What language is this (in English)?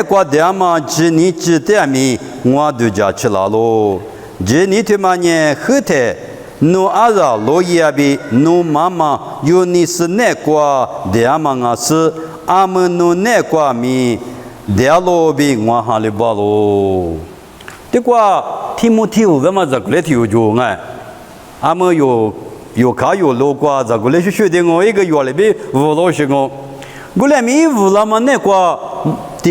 Lisu